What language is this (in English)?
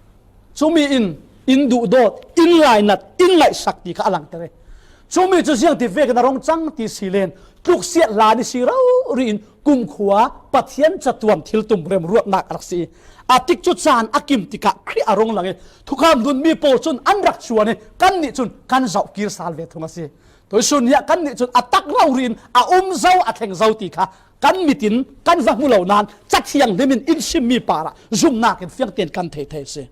Falam Chin